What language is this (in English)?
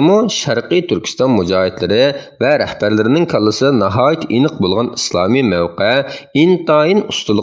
Uyghur